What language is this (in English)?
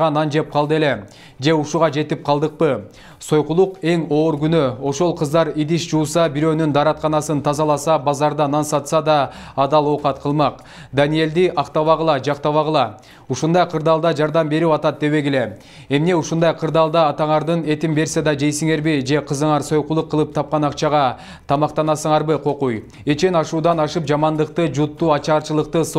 Kyrgyz